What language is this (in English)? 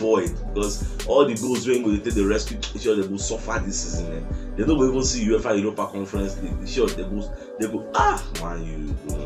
Nigerian Pidgin